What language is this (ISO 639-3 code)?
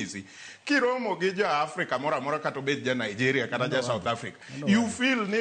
luo